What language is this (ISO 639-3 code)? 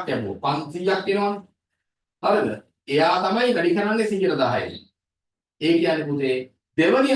sin